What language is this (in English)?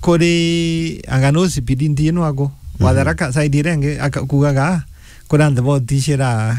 Meru